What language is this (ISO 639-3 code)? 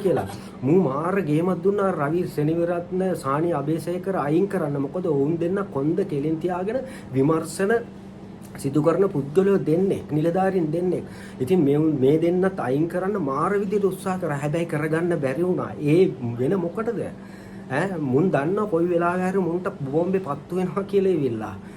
sin